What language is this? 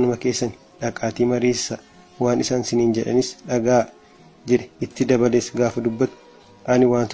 Oromo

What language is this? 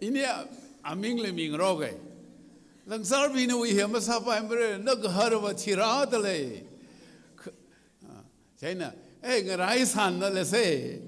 Tangkhul Naga (India)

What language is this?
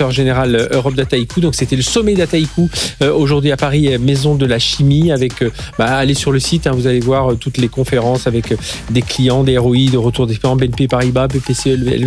French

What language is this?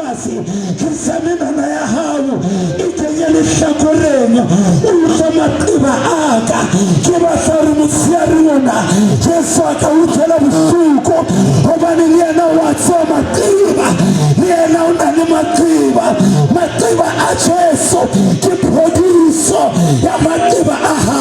Southern Sotho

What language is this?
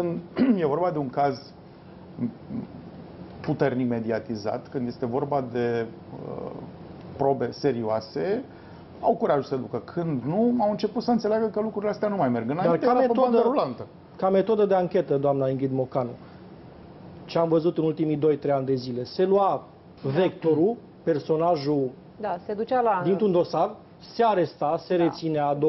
Romanian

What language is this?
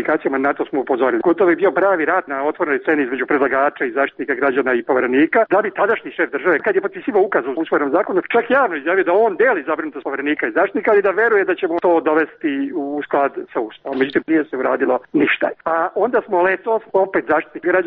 Serbian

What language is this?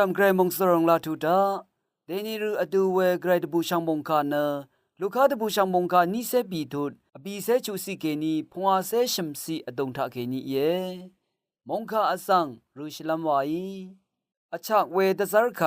Rawang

